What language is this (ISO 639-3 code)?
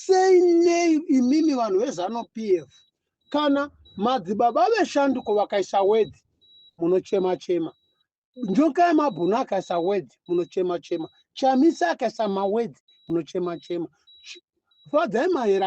sna